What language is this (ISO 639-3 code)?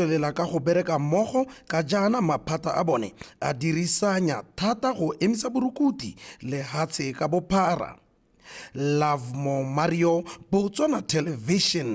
tsn